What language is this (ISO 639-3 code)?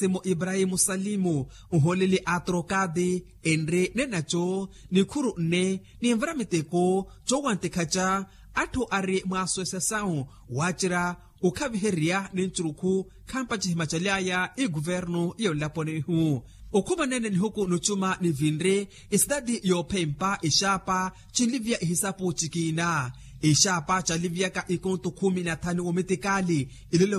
vmw